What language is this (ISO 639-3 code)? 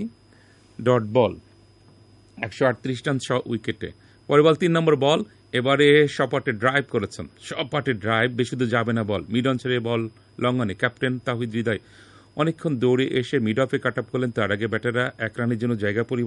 ben